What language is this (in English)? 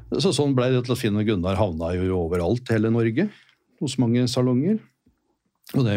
Norwegian